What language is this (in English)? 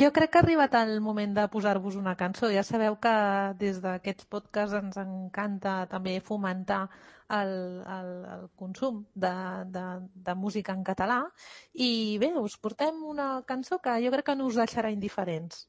Catalan